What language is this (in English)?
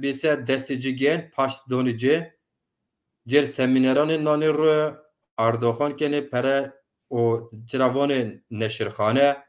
Zaza